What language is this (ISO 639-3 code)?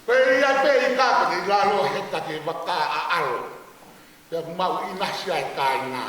ton